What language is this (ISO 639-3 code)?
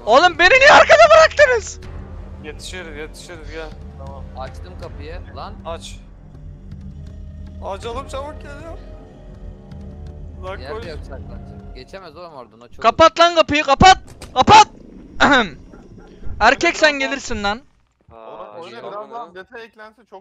tur